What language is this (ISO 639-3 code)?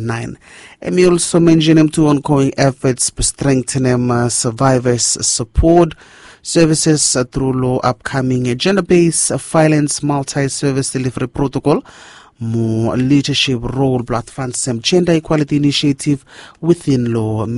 bis